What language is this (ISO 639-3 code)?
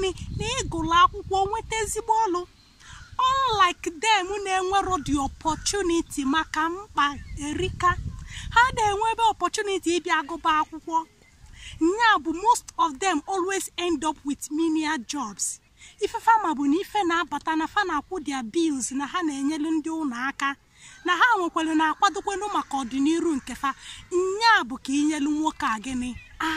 ibo